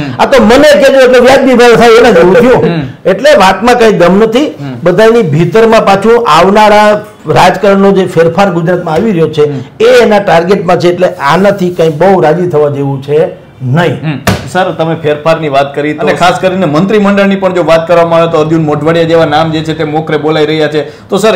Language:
Gujarati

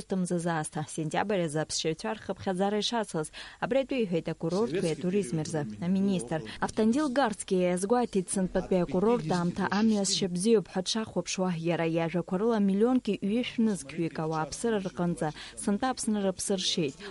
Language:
Abkhazian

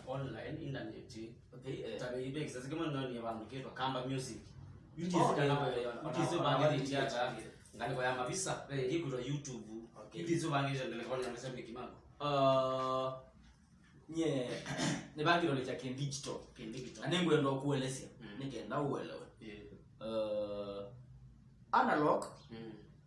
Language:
Kamba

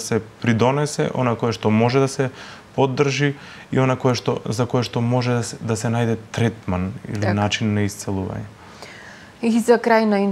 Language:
Macedonian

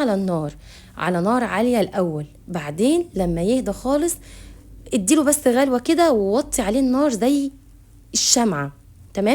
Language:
Egyptian Arabic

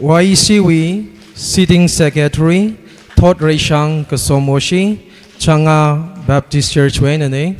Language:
Tangkhul Naga (India)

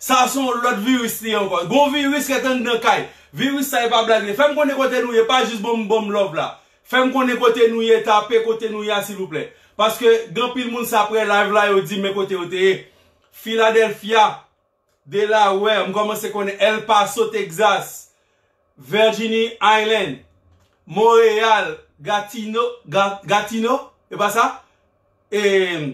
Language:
Haitian Creole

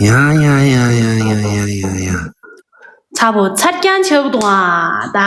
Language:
Tibetan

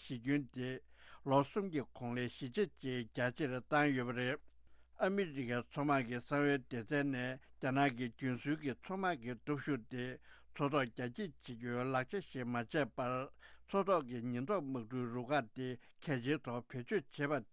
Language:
Tibetan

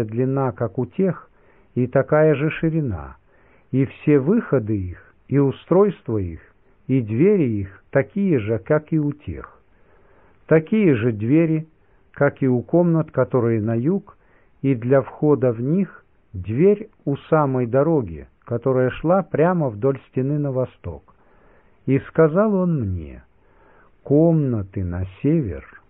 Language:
Russian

